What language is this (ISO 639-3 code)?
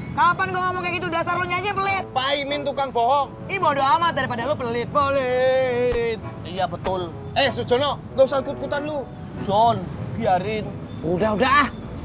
bew